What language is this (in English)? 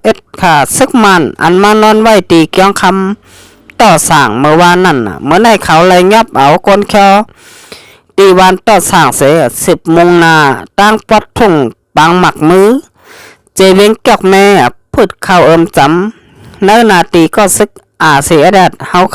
Shan